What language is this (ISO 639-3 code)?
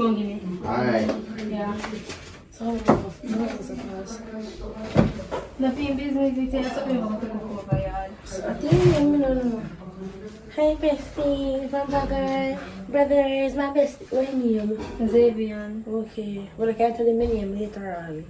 jam